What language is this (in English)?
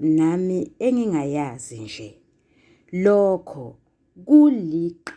Zulu